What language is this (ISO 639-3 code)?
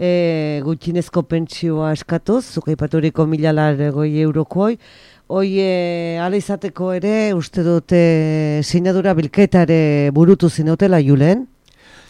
eus